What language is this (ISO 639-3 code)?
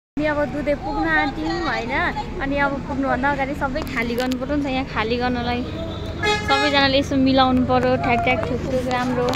nep